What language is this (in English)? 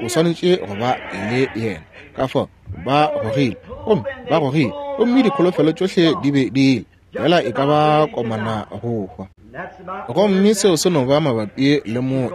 Northern Sotho